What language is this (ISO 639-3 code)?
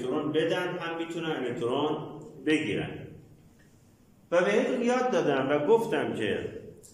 fas